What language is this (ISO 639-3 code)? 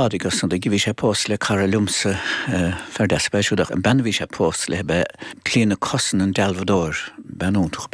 gle